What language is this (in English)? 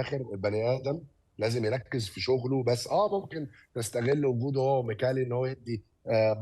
Egyptian Arabic